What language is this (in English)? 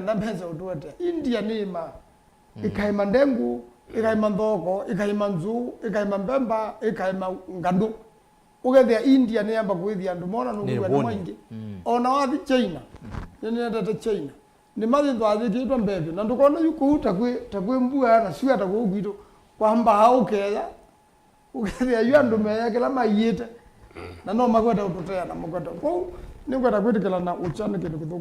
Kamba